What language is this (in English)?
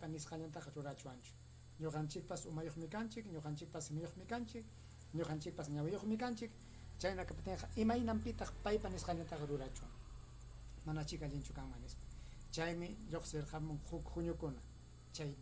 Ayacucho Quechua